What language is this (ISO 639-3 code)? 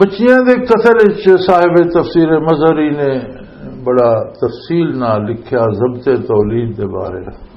lah